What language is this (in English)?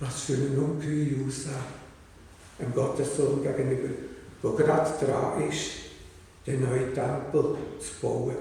Swiss German